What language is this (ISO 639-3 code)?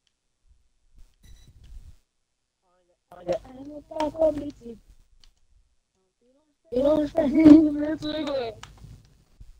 hun